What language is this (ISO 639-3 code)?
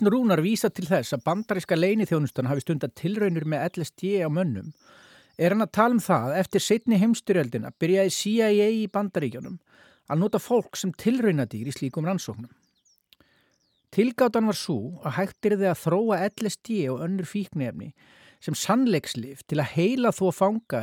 isl